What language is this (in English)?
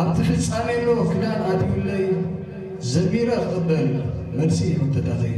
Tigrinya